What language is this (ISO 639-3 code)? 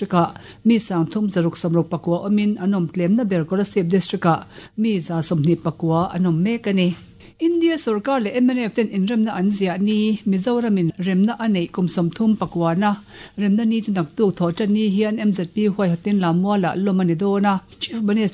lus